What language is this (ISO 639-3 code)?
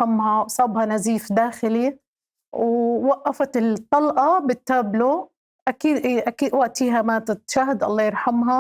apc